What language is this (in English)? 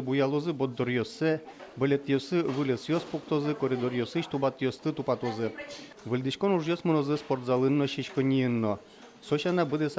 Udmurt